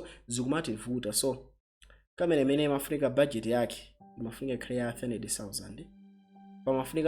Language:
Nyanja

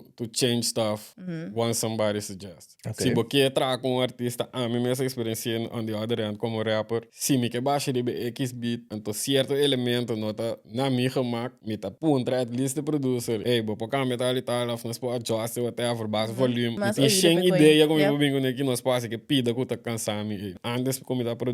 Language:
Papiamento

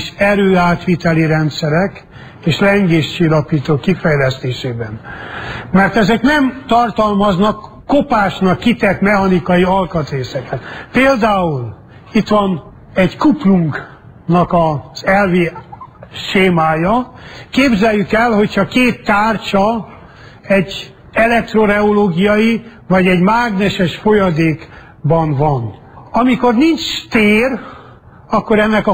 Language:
Hungarian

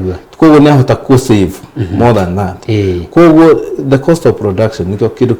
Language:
Kikuyu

